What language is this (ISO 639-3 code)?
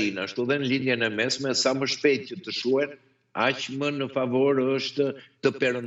sqi